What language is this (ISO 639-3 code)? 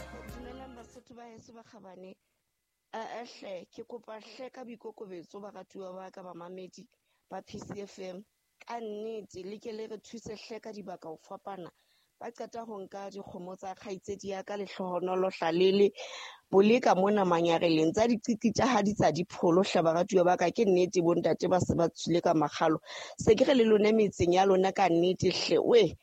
sot